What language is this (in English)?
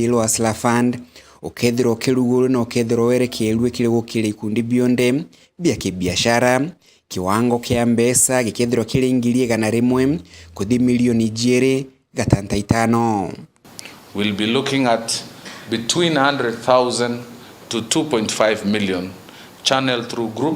Meru